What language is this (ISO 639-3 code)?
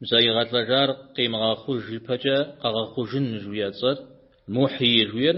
kbd